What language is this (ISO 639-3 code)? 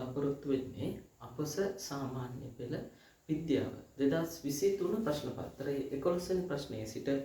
sin